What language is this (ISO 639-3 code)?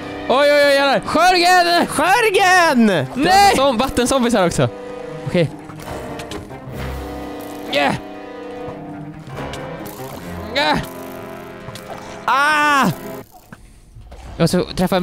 swe